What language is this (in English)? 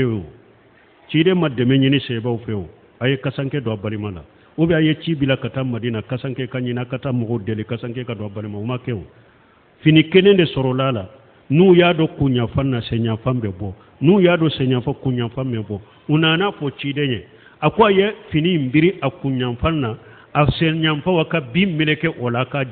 Bambara